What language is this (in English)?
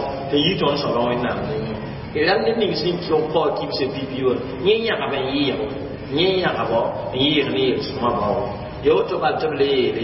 Mossi